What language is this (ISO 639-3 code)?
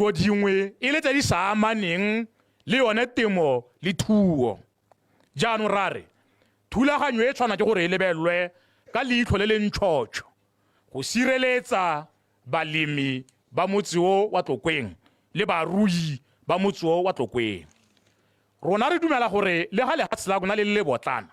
tsn